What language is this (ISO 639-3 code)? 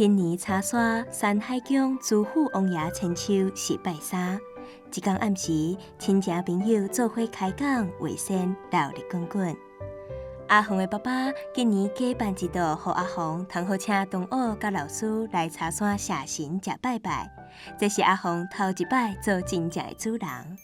nan